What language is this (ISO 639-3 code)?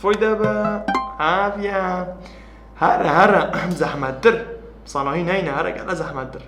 kur